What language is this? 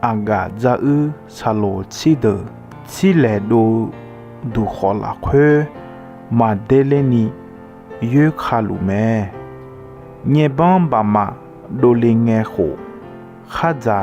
Akha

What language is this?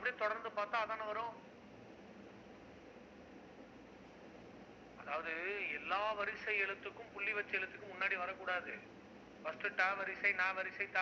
Tamil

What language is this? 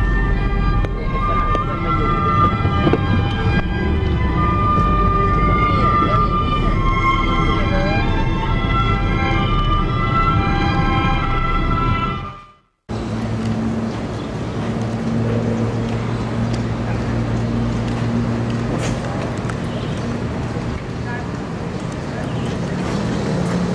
Thai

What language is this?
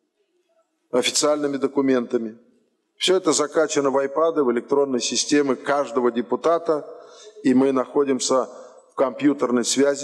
Russian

